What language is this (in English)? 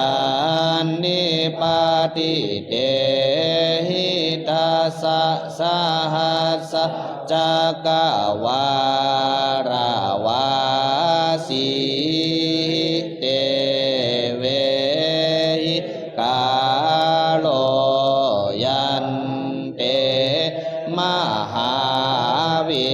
Pali